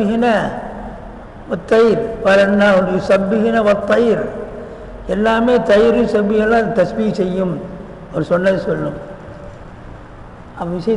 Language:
Tamil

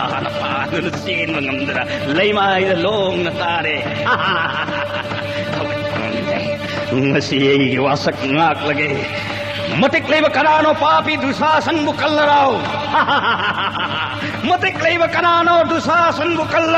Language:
Manipuri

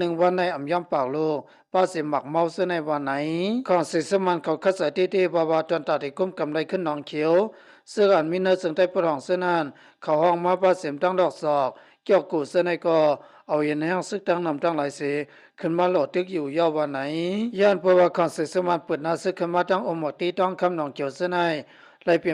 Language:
Shan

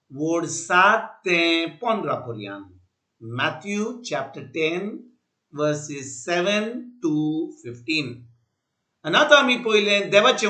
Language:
Konkani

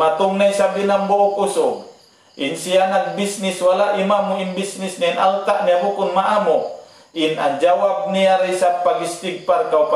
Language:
Tausug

